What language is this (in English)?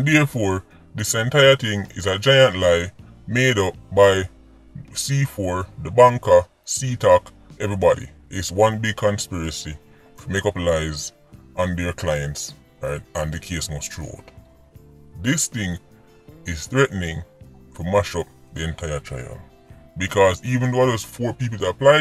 Jamaican Creole English